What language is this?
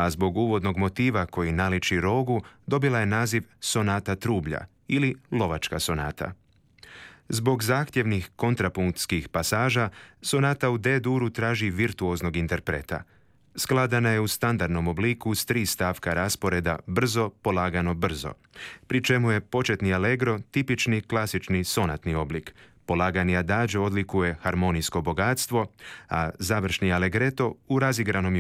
Croatian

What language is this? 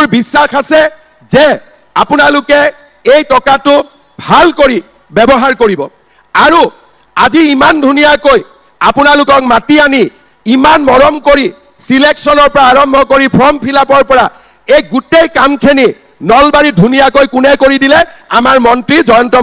Assamese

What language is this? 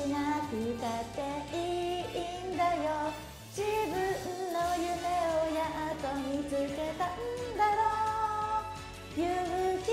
Japanese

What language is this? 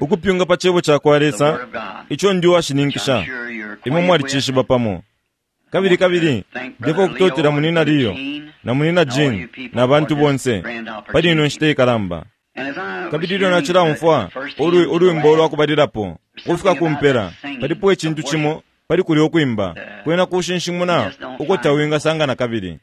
Bemba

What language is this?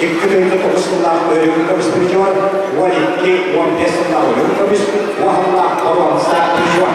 Yakut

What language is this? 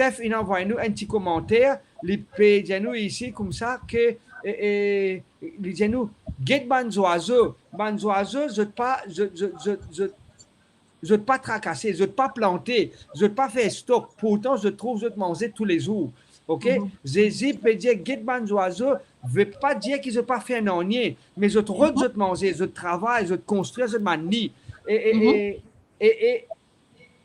Morisyen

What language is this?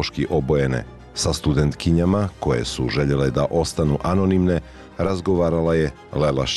Bosnian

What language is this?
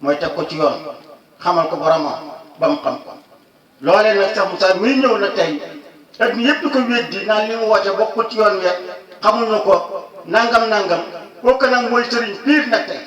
Wolof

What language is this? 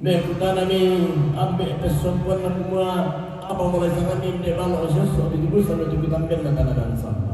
Toraja-Sa'dan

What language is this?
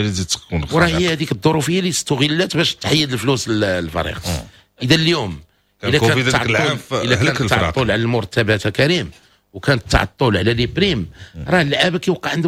Moroccan Arabic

